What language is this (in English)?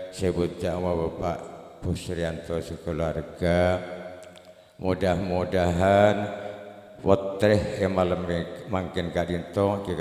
Madurese